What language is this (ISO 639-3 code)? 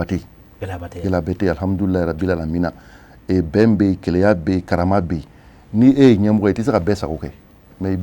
bam